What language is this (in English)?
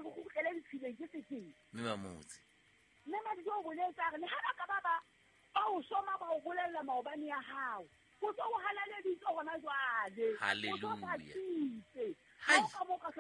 Southern Sotho